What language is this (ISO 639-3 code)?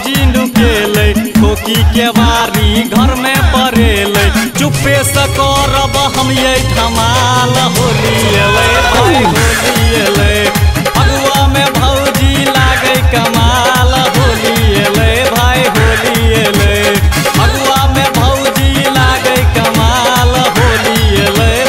mai